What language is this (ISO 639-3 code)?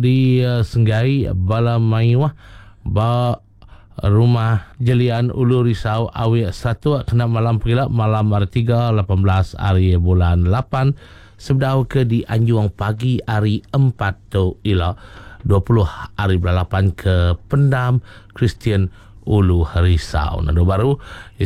iba